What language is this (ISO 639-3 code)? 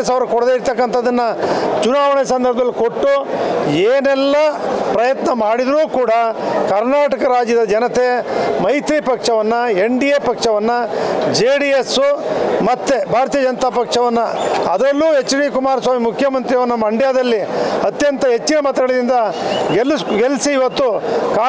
kan